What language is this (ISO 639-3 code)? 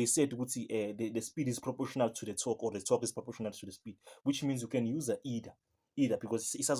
zul